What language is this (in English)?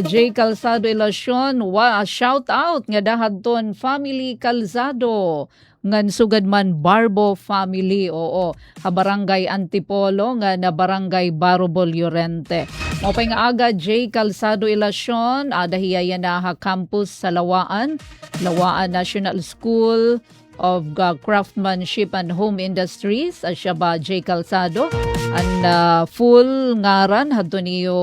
Waray